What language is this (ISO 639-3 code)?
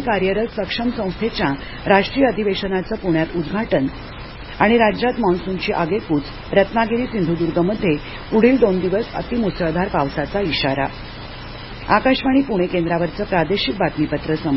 mar